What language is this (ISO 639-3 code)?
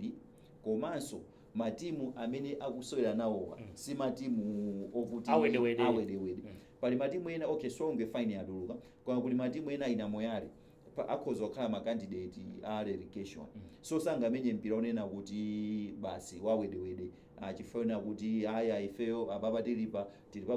nya